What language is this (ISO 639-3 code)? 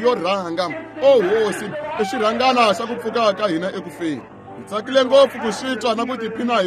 tso